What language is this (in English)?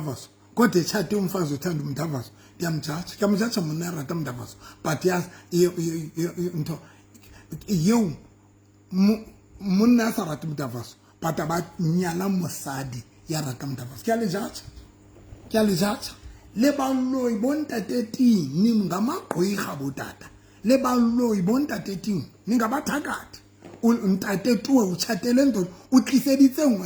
Southern Sotho